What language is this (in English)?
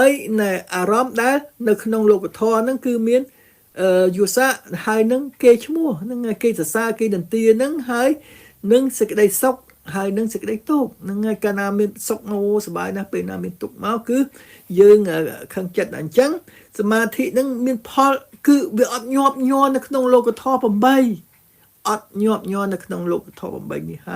Khmer